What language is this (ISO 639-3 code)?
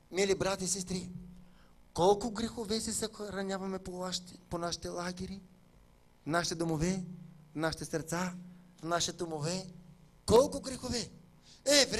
bul